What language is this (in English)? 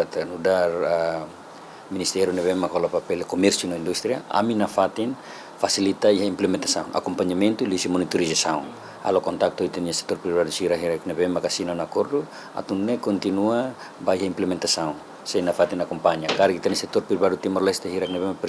Tetum